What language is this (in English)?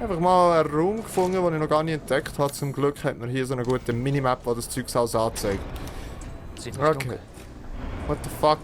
Swiss German